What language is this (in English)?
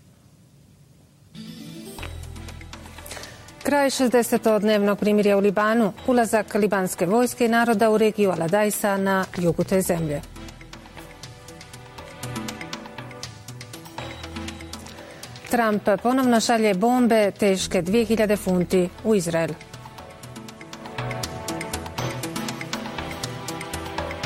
Bosnian